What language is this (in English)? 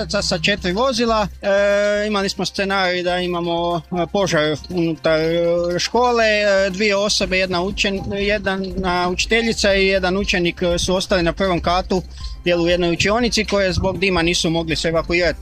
Croatian